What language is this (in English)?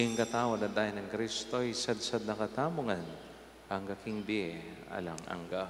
Pampanga